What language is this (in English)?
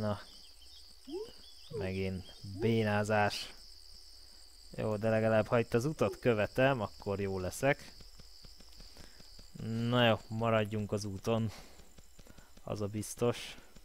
Hungarian